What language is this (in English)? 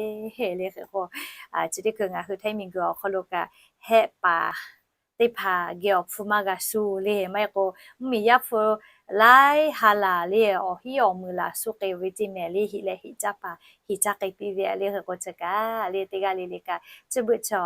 Lahu